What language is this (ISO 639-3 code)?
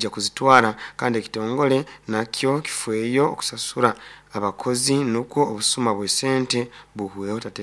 nyo